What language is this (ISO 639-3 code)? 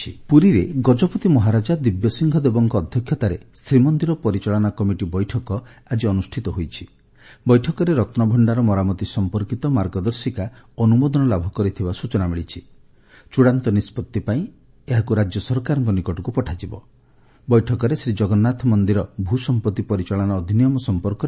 ori